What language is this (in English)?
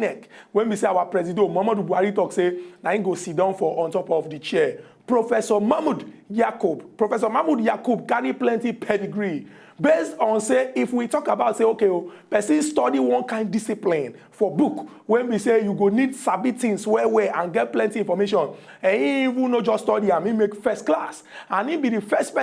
Nigerian Pidgin